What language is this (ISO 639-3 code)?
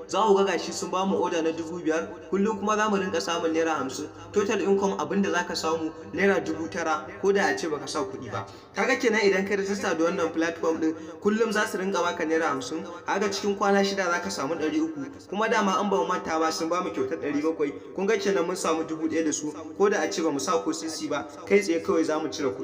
hau